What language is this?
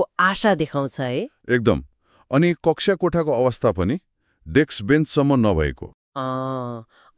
Nepali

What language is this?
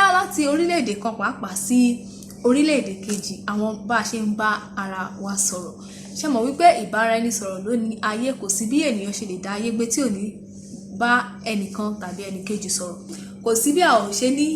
Yoruba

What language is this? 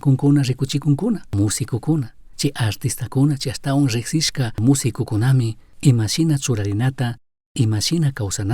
Chimborazo Highland Quichua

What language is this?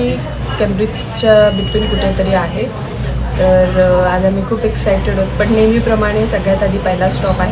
Marathi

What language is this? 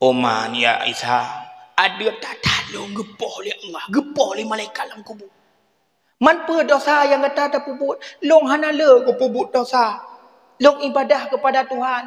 Achinese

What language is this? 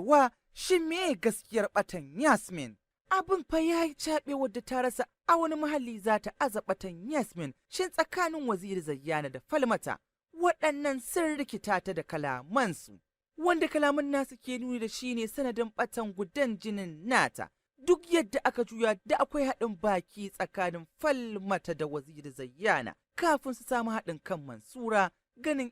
Hausa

